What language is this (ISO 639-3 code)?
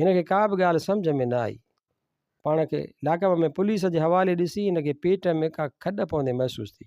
snd